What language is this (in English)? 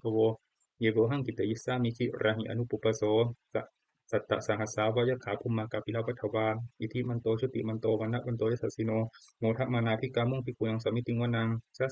Pali